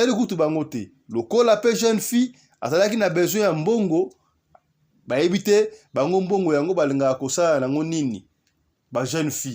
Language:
Lingala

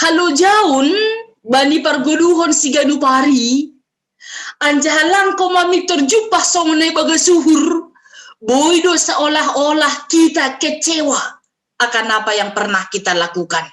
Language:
Batak Simalungun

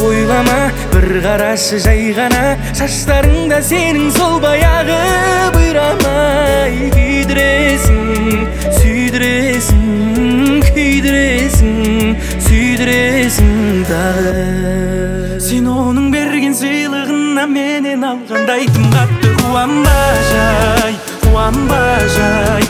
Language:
Kazakh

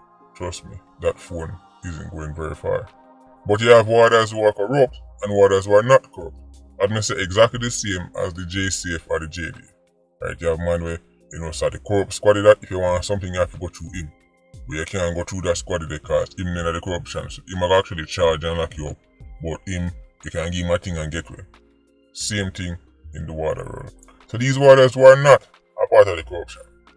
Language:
Jamaican Creole English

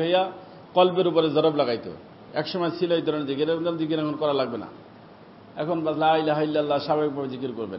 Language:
Bangla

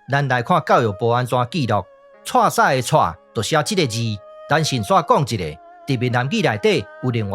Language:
Min Nan Chinese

